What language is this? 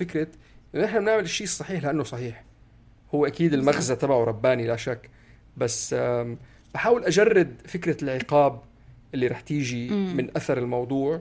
North Levantine Arabic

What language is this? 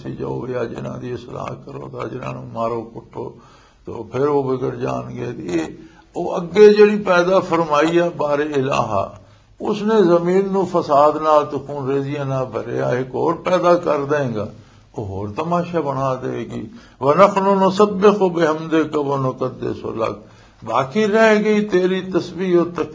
Western Panjabi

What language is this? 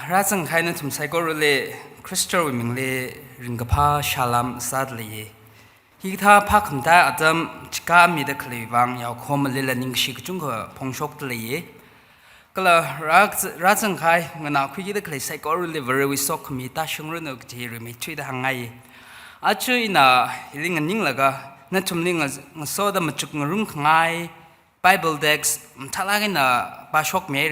Tangkhul Naga (India)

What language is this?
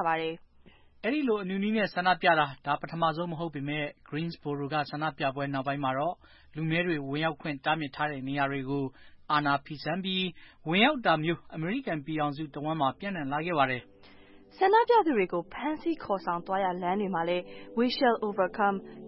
Burmese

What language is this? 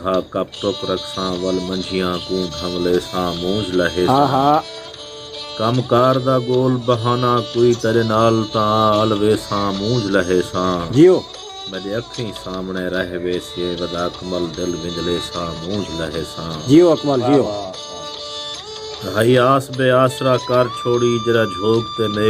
Saraiki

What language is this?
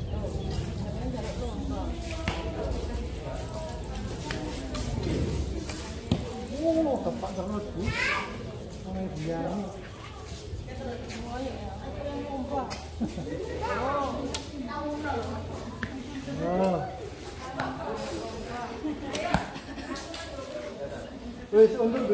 Indonesian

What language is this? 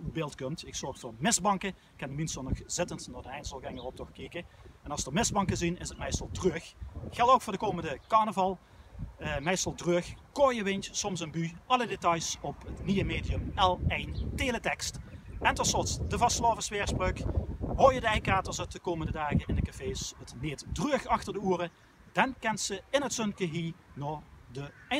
Limburgish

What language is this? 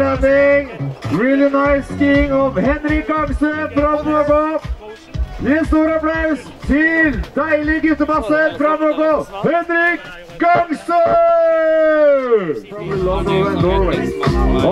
Norwegian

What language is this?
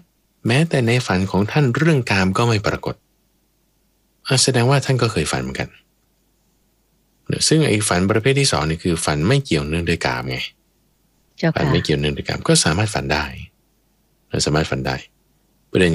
Thai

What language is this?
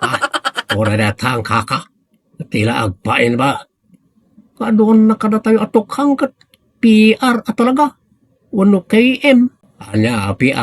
Iloko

